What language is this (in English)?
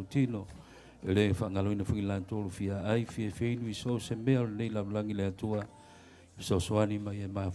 Samoan